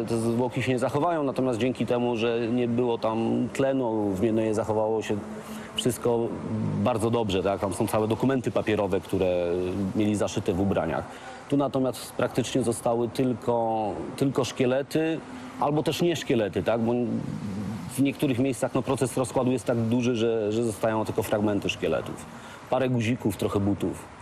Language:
Polish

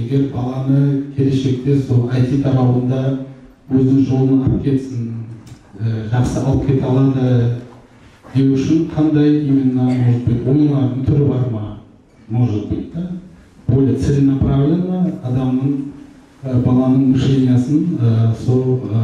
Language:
Kara-Kalpak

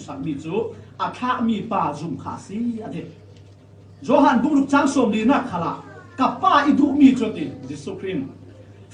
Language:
Falam Chin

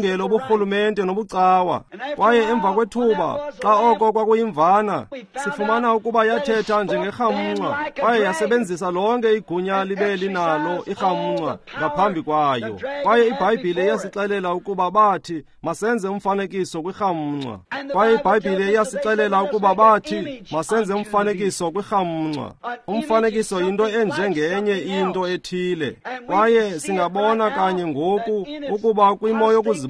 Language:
Xhosa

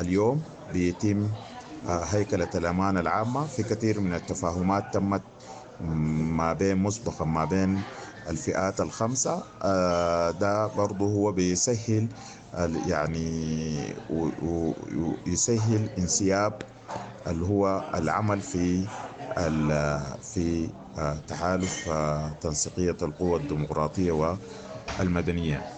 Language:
Sudanese Arabic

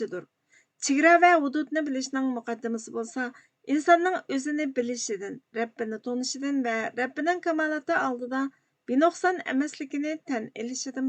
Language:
Uyghur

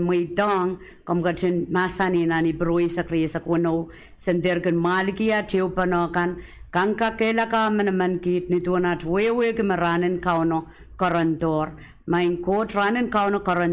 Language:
Pohnpeian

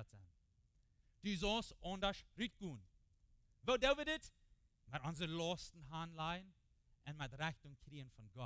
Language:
Plautdietsch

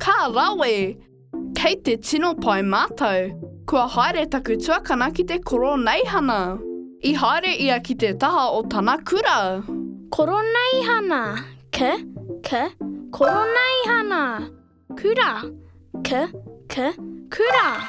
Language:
Māori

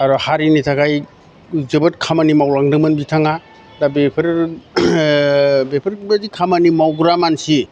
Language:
Bodo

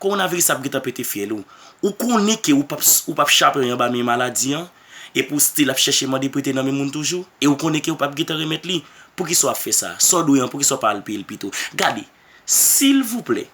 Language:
Haitian Creole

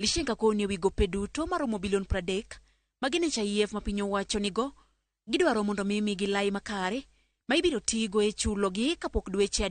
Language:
Luo (Kenya and Tanzania)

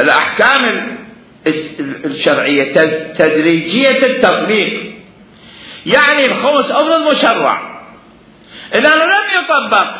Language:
Mesopotamian Arabic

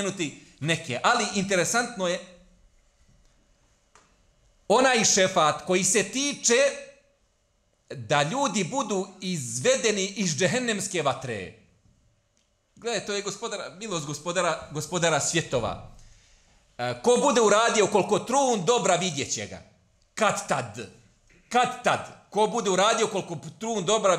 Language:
Bosnian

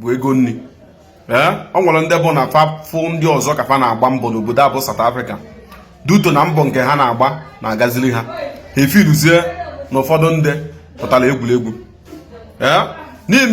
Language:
Igbo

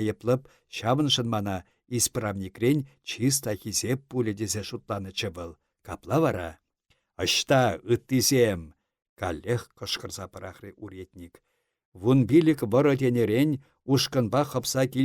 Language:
Chuvash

